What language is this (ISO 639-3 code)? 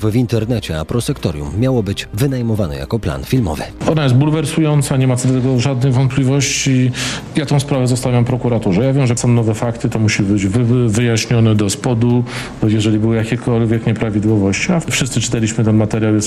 pol